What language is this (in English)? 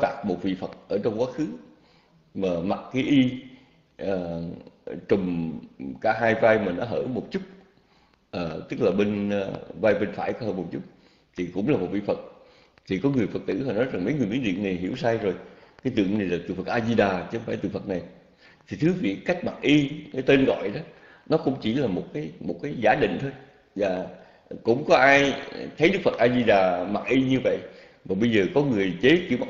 Vietnamese